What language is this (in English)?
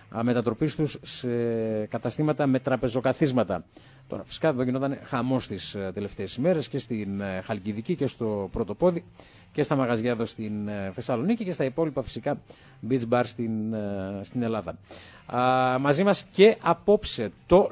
Greek